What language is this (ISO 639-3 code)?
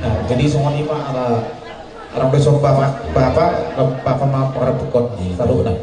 bbc